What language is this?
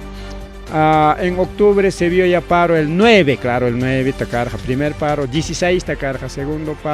Ayacucho Quechua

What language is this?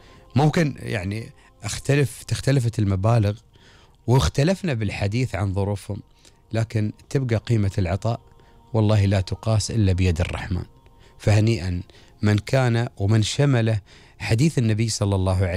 Gulf Arabic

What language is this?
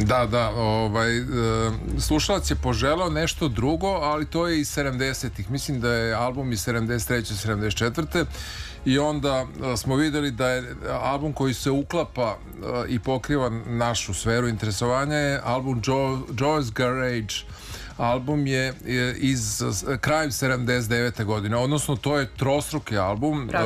Serbian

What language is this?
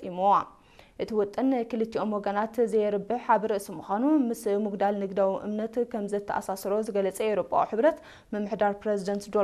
Tigrinya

